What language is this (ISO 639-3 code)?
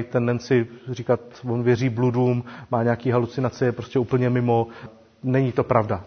ces